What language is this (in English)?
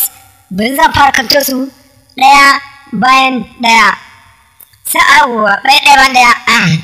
Hausa